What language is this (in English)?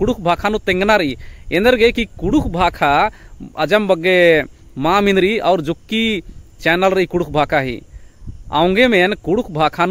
Kurukh